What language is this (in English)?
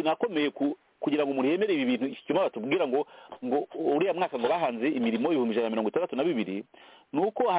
Kinyarwanda